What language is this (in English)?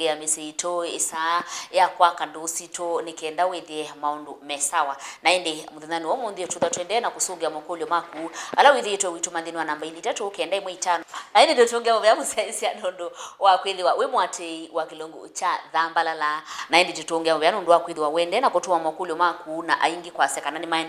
Kamba